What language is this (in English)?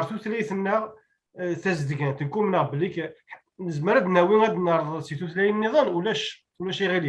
Kabyle